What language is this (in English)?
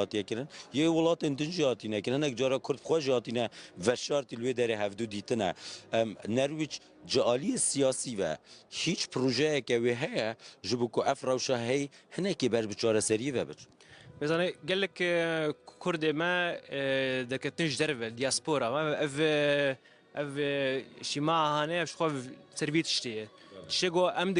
Kurdish